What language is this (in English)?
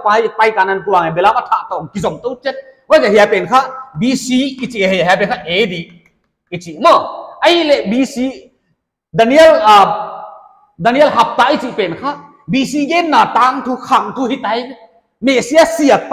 Paite Chin